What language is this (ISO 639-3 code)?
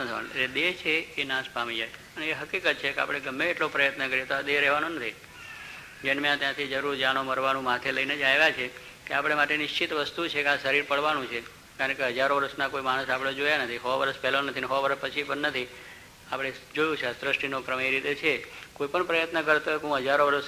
guj